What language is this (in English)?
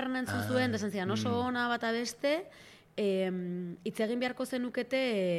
Basque